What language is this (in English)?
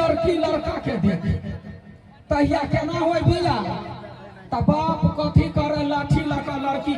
Maithili